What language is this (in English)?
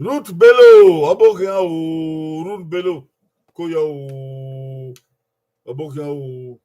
Bini